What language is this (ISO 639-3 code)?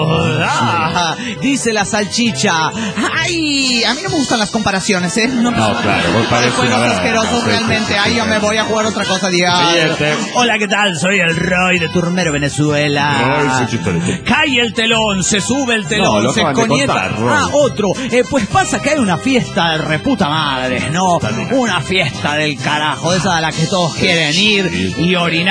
spa